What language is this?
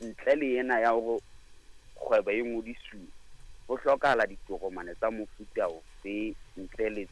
Southern Sotho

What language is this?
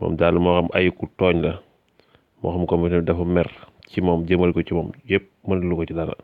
Wolof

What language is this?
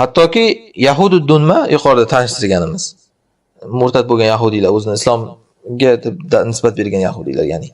Uzbek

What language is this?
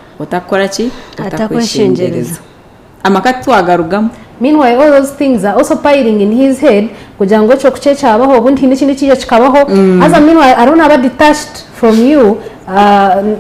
Nyankole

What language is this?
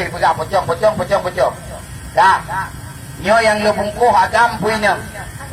Achinese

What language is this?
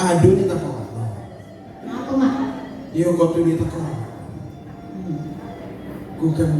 Minangkabau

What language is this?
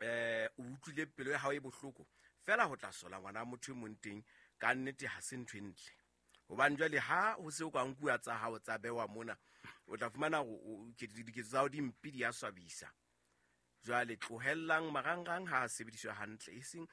Southern Sotho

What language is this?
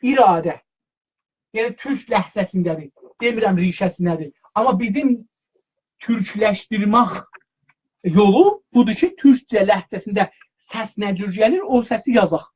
South Azerbaijani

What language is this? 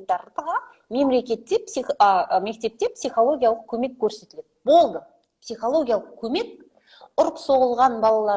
Kazakh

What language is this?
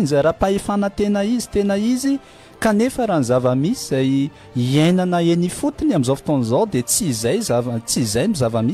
Malagasy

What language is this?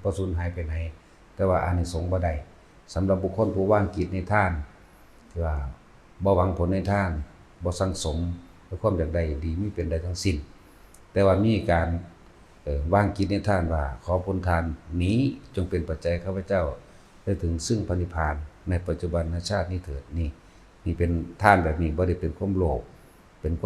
Northeastern Thai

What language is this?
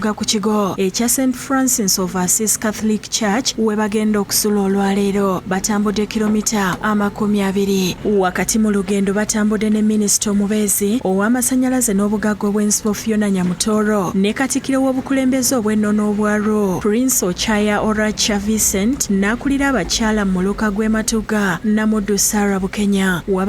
Ganda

